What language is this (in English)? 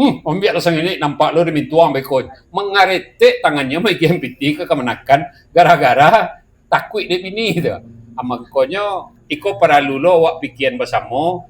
Minangkabau